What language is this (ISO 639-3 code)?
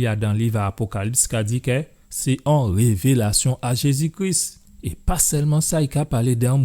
gcf